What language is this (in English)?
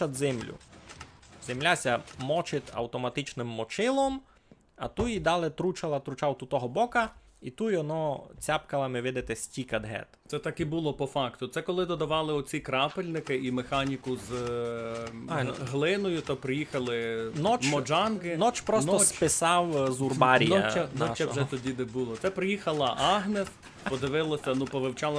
Rusyn